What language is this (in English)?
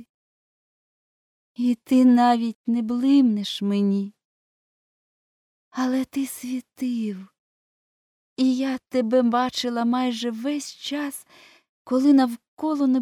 Ukrainian